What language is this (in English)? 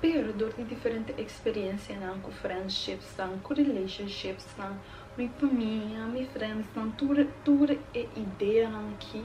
Papiamento